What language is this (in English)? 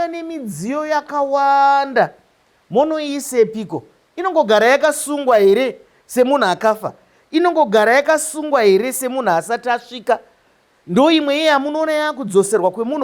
Shona